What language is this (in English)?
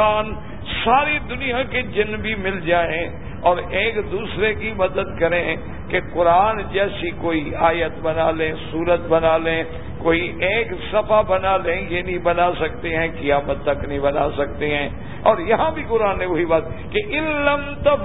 Urdu